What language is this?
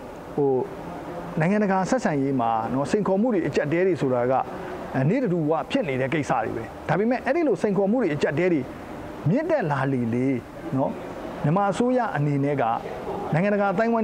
Burmese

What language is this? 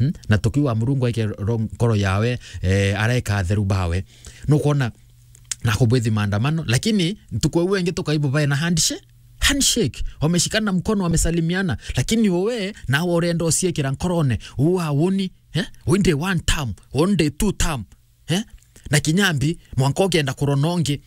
Meru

